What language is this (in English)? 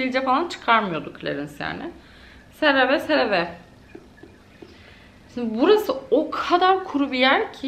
Turkish